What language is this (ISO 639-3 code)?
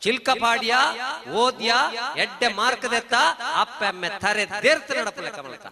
tcy